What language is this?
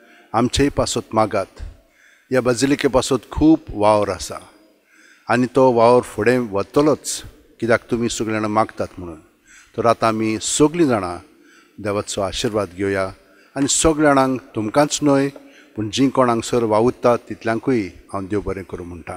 Konkani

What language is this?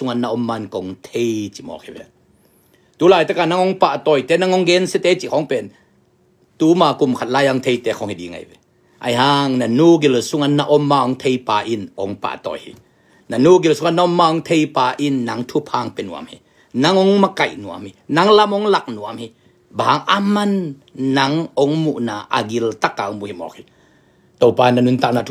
Tedim Chin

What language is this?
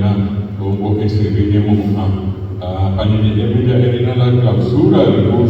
Guarani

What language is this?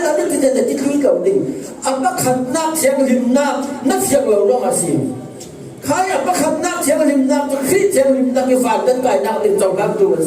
Falam Chin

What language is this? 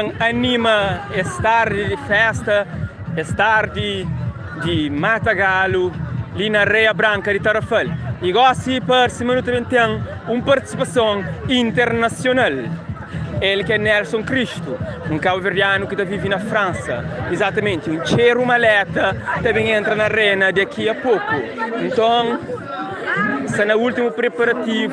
Kabuverdianu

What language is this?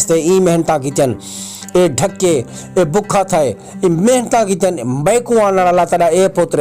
Saraiki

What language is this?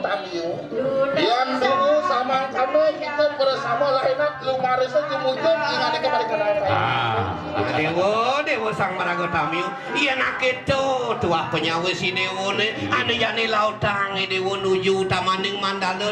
Balinese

